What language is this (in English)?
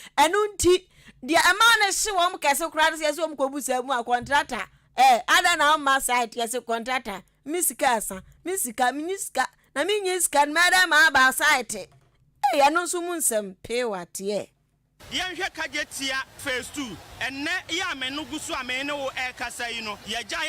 Akan